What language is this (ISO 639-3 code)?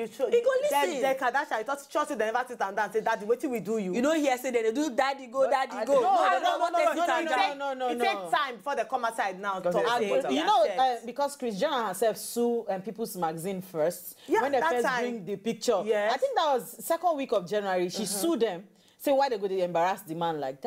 pcm